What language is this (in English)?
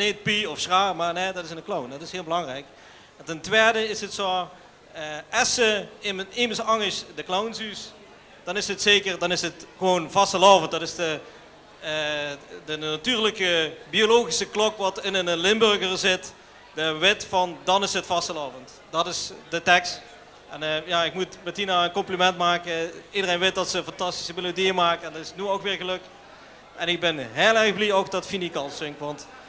Limburgish